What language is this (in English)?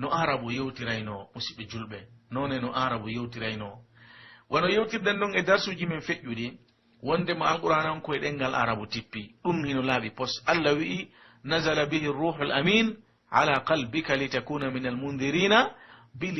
Pular